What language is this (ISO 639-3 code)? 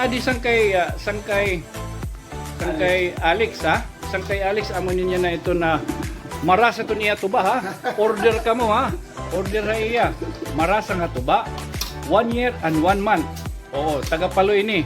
war